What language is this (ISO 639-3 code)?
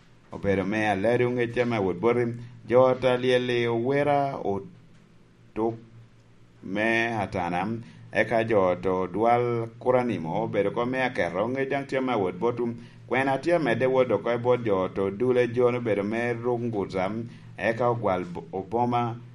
laj